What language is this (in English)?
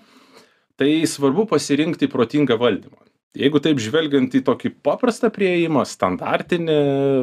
Lithuanian